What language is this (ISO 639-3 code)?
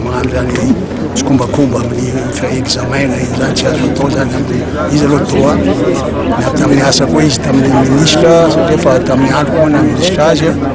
mlg